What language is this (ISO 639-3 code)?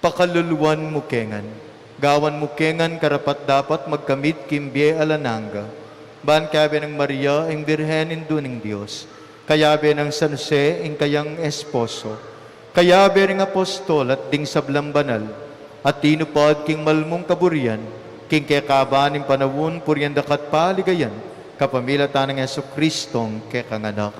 pam